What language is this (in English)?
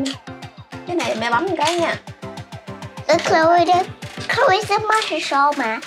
Vietnamese